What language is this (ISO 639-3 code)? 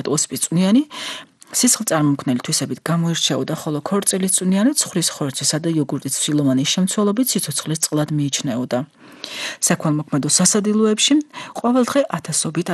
kat